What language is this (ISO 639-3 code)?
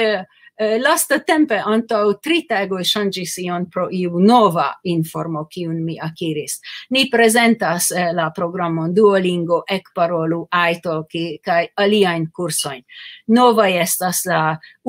epo